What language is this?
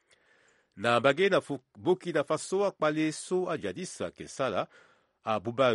Sango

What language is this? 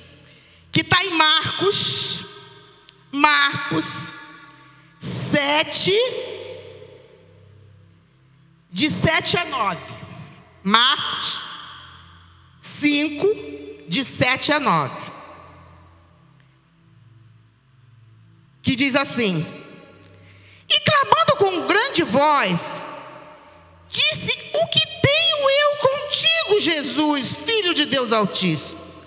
Portuguese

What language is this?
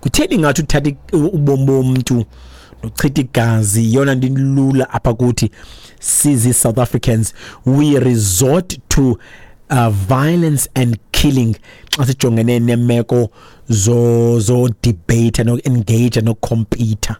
Xhosa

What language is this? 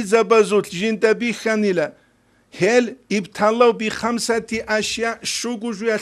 Avaric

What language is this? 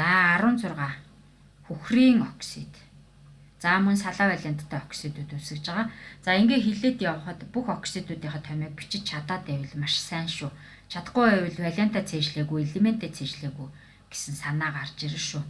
Mongolian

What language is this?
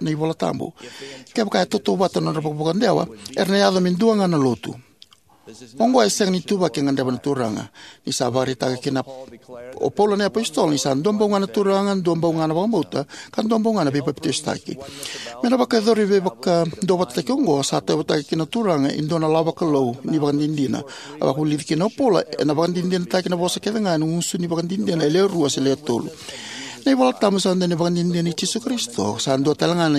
Fijian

